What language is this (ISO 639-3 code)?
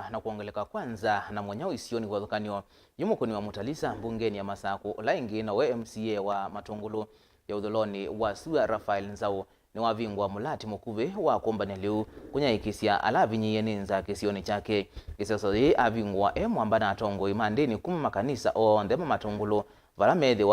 kam